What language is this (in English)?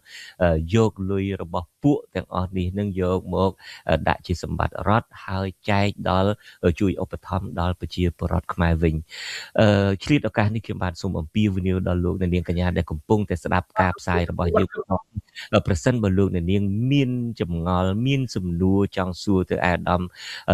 Khmer